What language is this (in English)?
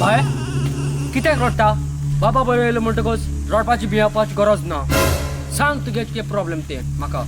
Konkani